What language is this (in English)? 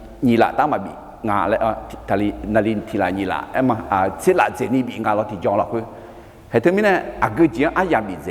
Akha